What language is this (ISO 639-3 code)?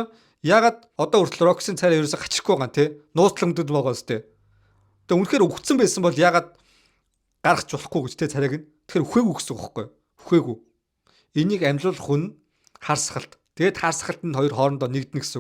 mon